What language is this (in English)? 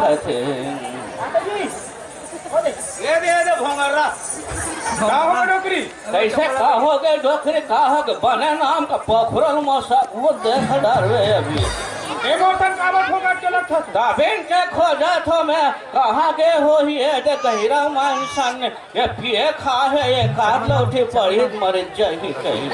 Chhattisgarhi